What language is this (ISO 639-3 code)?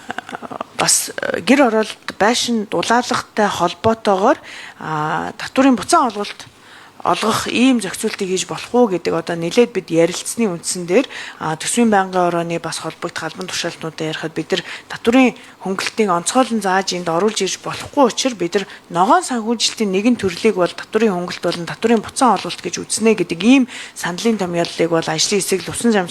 mon